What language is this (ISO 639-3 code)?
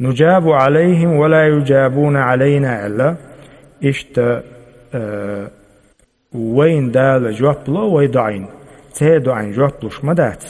che